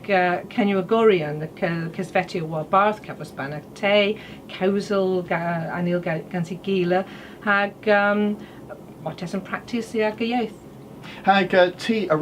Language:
Cornish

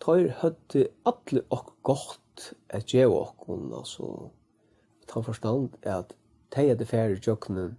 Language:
Faroese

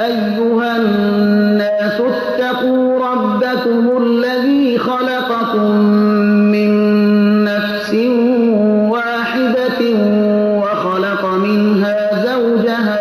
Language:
Persian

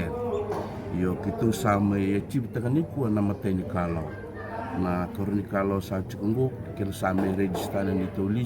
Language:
Fijian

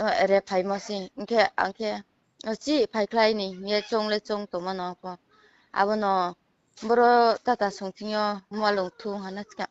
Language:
Riang (India)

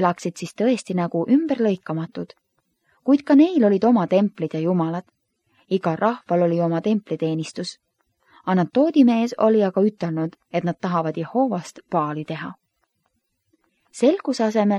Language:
Estonian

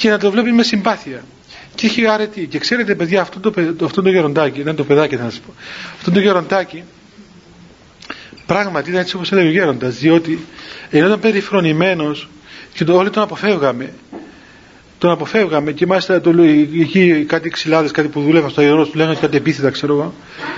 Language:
Greek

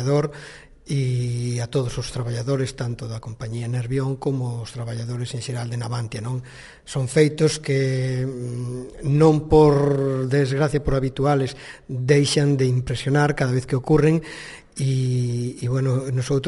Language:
Galician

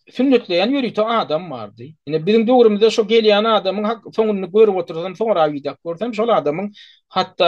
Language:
Turkmen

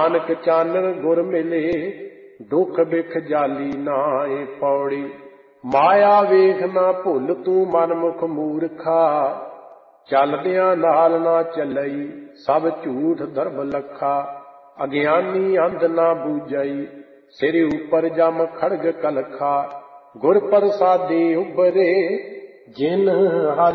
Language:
Punjabi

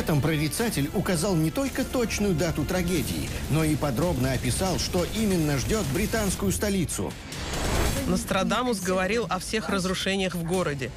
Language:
Russian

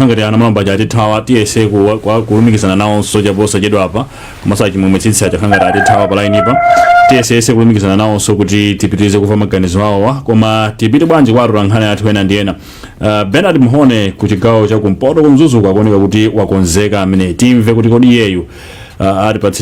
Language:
Nyanja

